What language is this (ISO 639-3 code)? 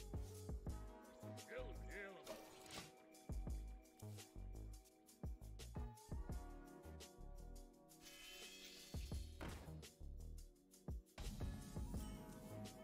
rus